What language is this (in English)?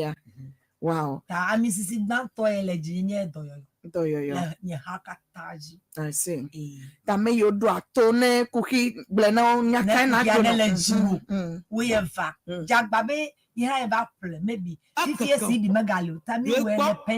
Ewe